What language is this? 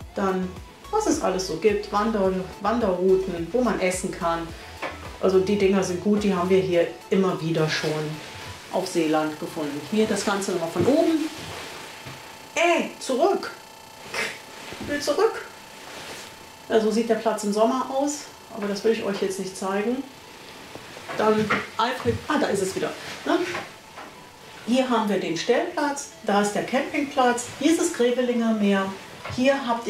German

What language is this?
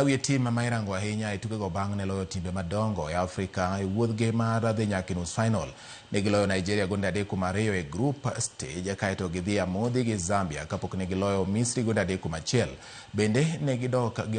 Luo (Kenya and Tanzania)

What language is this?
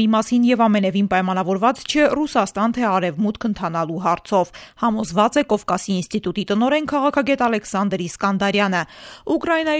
Armenian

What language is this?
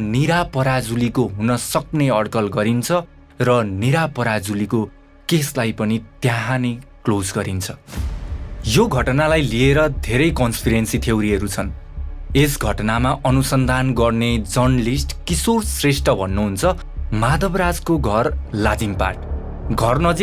Nepali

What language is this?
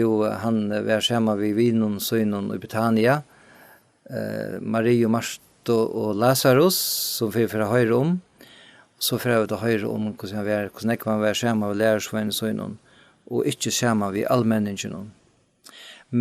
Faroese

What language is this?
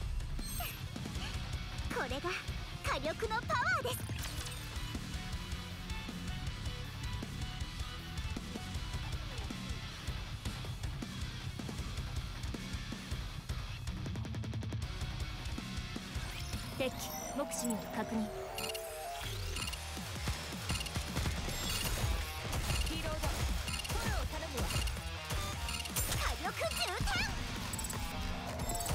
Japanese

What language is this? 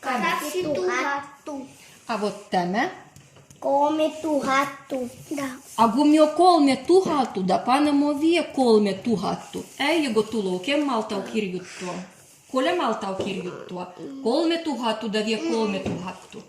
Livvi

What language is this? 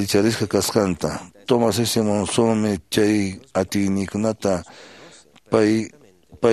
Quechua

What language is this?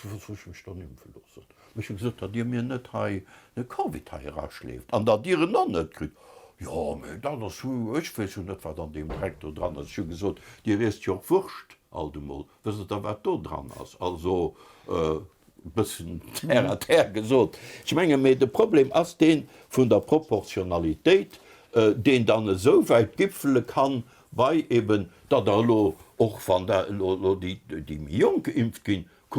Luxembourgish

